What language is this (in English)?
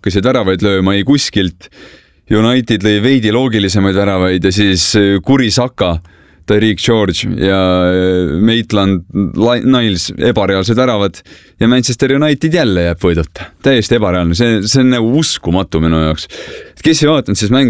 Estonian